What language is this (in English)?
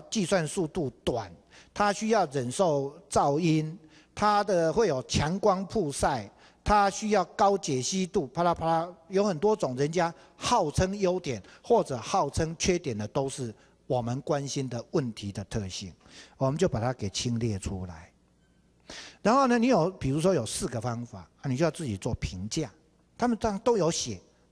Chinese